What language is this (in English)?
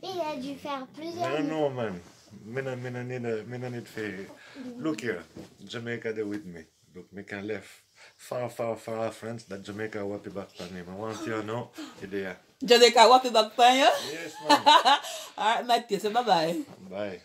Jamaican Creole English